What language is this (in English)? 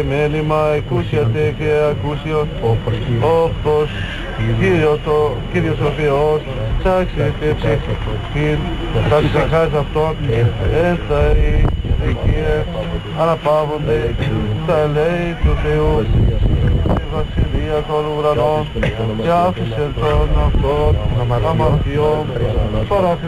Greek